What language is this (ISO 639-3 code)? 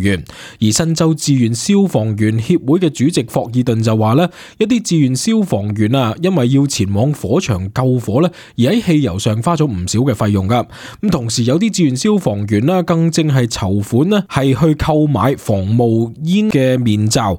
yue